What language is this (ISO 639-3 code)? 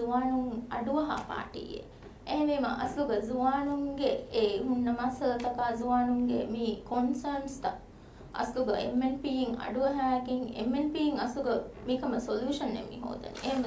div